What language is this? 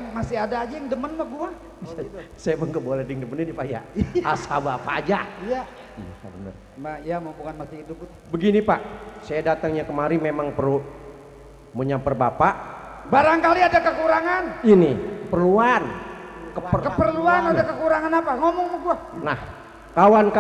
Betawi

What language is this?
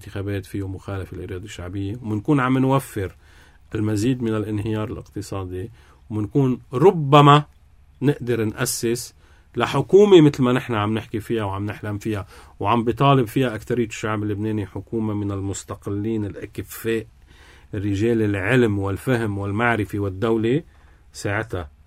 North Levantine Arabic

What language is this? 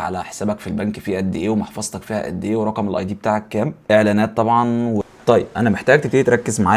Egyptian Arabic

